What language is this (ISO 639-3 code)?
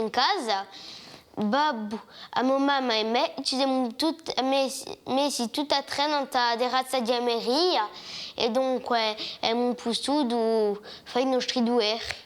cos